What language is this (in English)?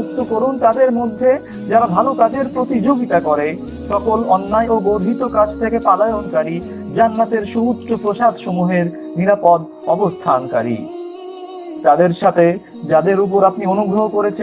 Bangla